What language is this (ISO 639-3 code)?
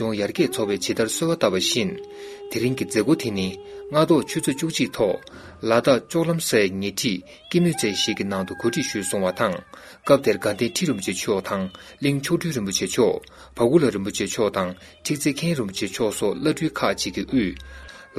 bod